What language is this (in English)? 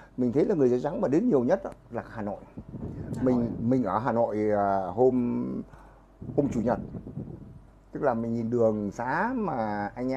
Vietnamese